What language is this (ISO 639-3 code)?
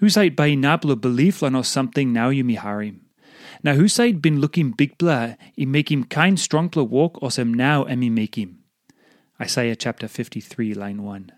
tpi